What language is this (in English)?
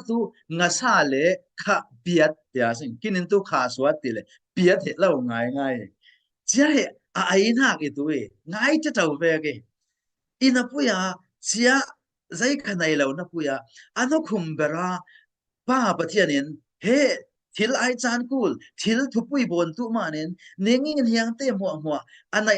Falam Chin